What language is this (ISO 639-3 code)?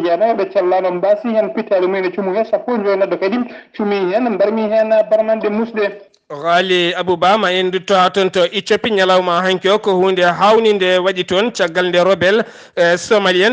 ful